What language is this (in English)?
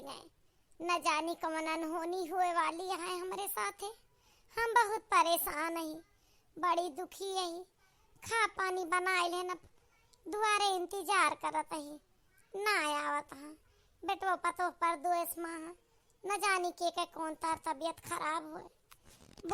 Awadhi